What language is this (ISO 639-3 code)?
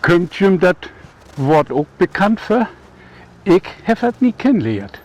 nds